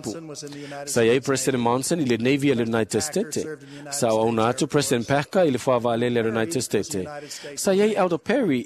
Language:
Samoan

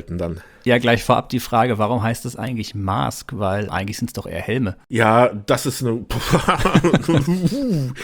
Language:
German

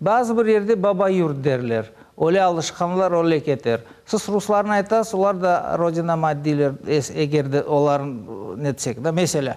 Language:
Crimean Tatar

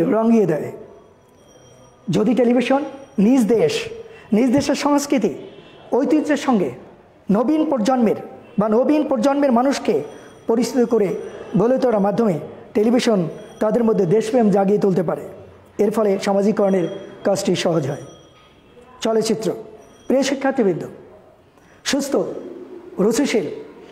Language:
Bangla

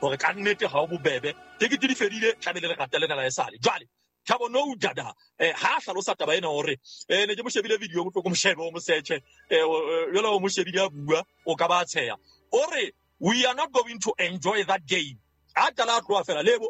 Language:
Southern Sotho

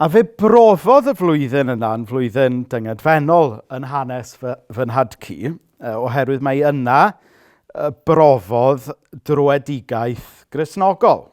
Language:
Welsh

